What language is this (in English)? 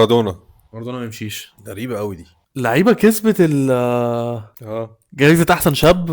Egyptian Arabic